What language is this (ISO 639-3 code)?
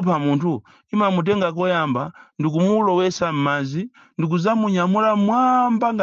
nya